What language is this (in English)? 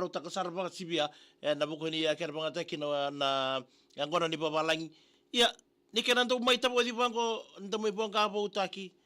Fijian